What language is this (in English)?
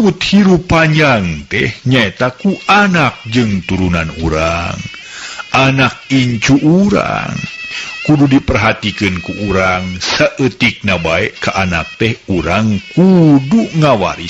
Sundanese